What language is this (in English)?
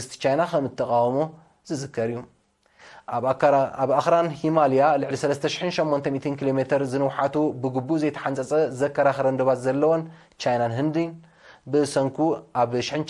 Tigrinya